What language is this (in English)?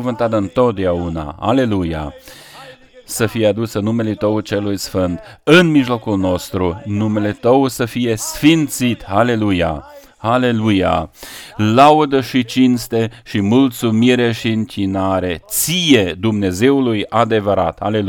Romanian